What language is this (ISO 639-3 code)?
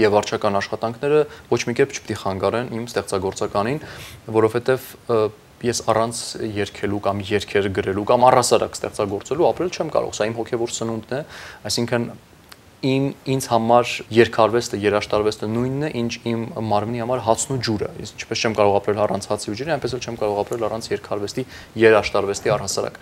hye